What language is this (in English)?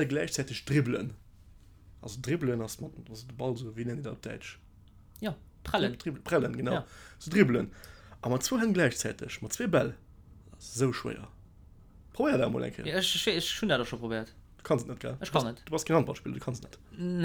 Luxembourgish